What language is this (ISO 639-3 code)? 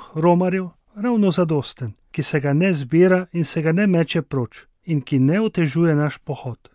slv